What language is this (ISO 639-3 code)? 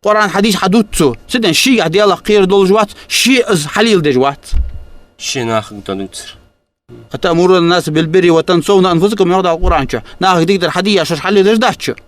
inh